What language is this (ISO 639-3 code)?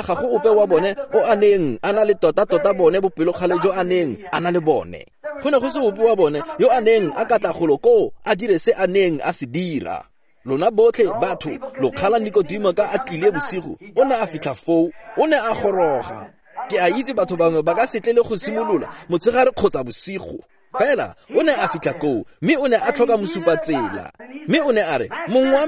tsn